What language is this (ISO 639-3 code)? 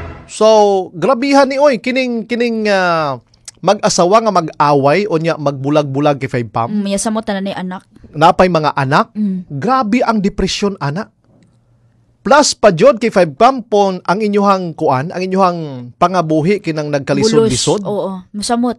ceb